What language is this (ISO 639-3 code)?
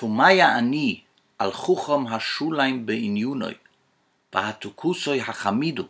yid